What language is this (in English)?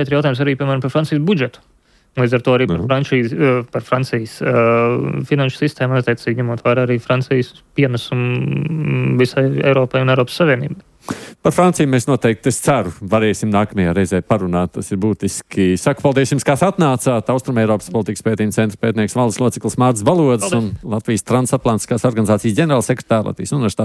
Latvian